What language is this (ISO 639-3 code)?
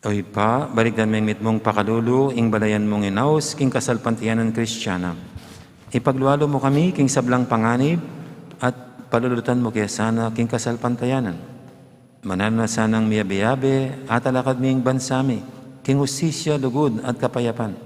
pam